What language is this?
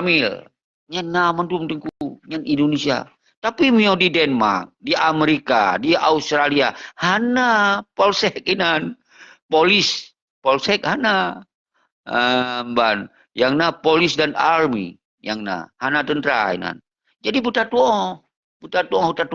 Achinese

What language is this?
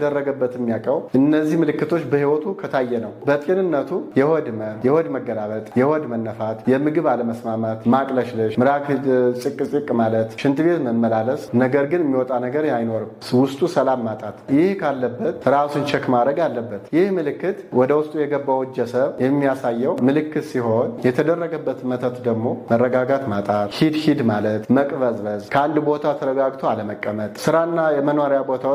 Amharic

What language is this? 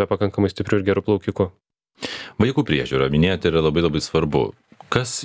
Lithuanian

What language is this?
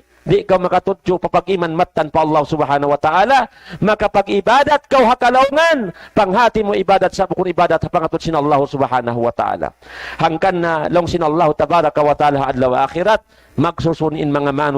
Tausug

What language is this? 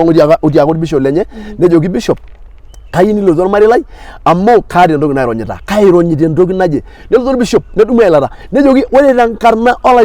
Masai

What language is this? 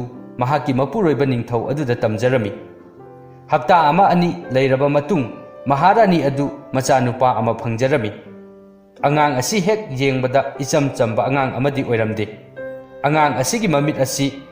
Manipuri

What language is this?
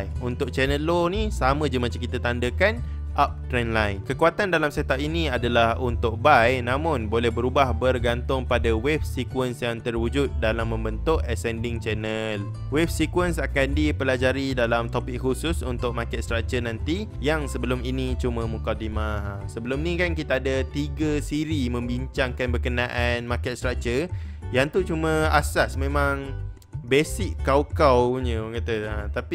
Malay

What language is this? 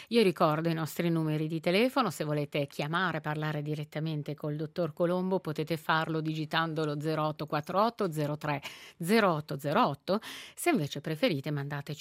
Italian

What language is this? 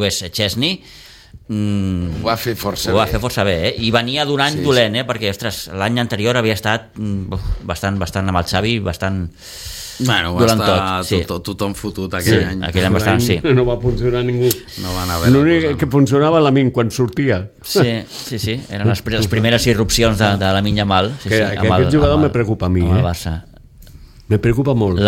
Catalan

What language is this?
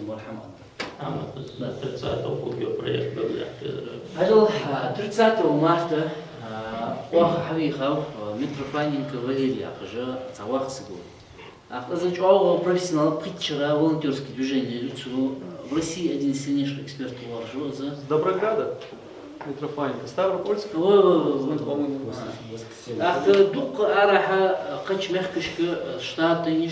Ingush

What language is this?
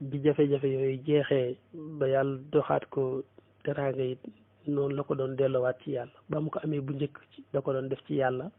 Wolof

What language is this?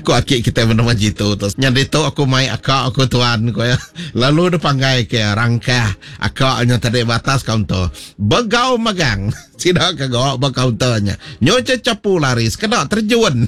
Iban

